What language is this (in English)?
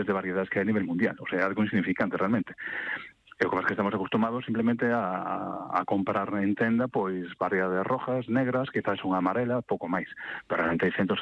Galician